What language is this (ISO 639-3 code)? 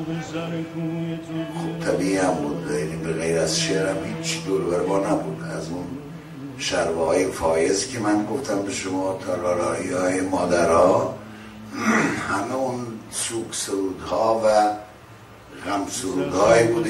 fas